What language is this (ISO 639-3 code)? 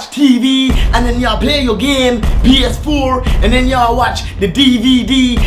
jam